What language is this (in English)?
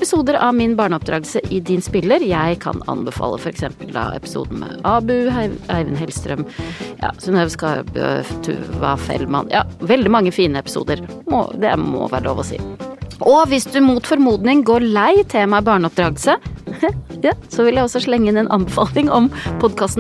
Norwegian